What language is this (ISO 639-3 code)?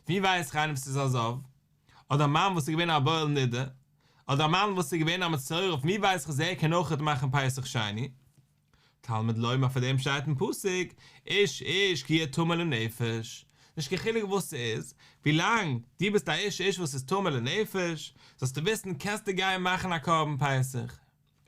yid